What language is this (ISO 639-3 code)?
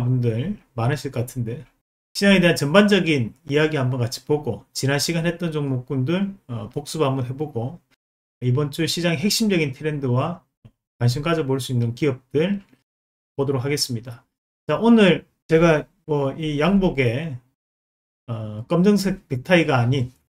kor